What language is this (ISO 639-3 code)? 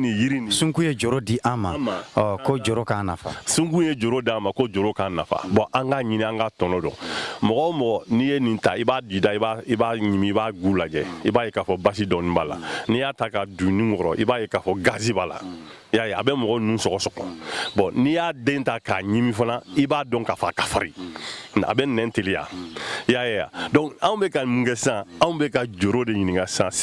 bam